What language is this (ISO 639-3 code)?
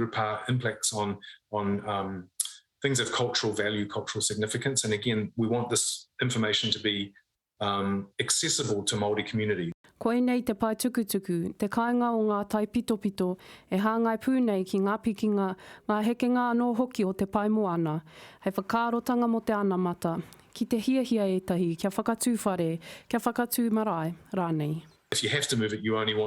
mri